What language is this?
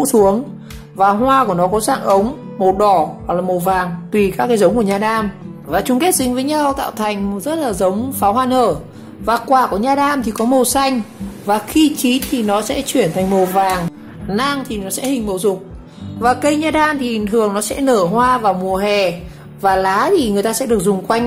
Vietnamese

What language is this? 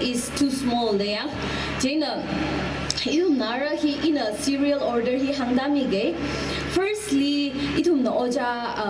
Tangkhul Naga (India)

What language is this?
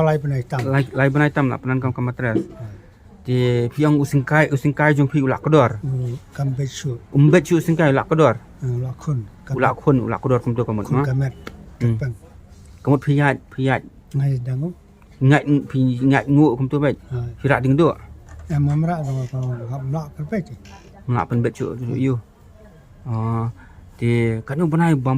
Khasi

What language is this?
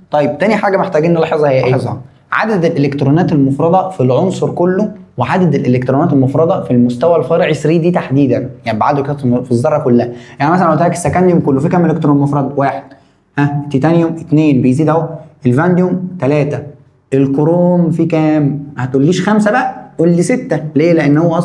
Egyptian Arabic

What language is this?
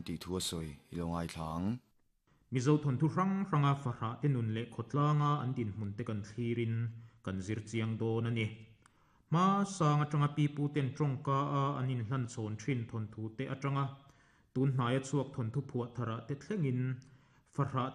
Mizo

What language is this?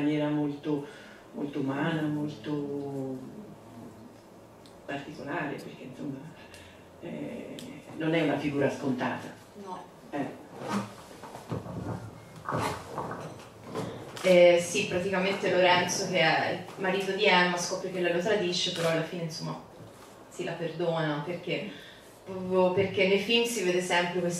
Italian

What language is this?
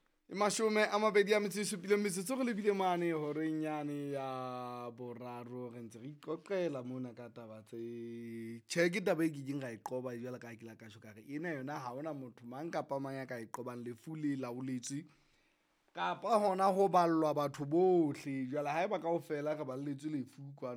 Southern Sotho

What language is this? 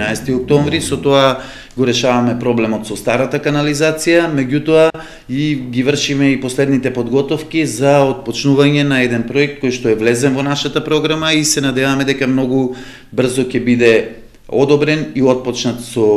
Macedonian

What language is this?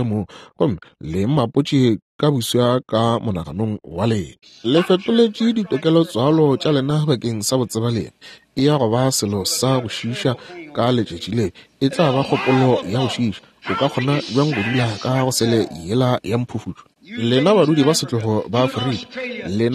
Northern Sotho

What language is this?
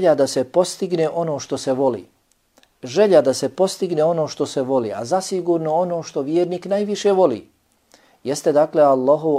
Bosnian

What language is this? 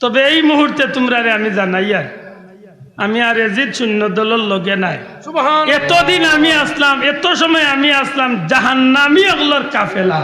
Sylheti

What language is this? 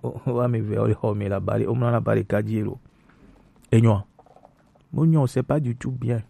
Gen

